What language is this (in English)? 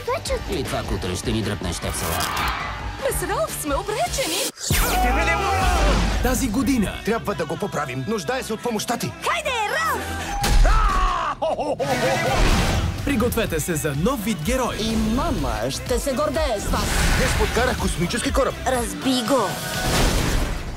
Bulgarian